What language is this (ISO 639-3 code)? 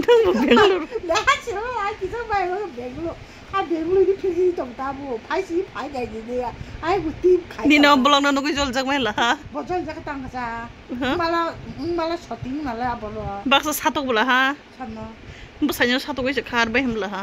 trp